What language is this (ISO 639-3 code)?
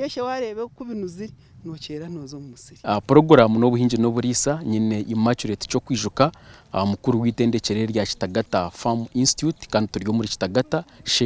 nyn